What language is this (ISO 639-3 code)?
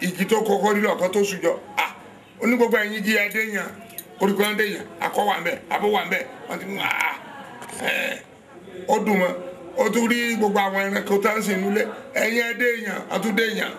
yor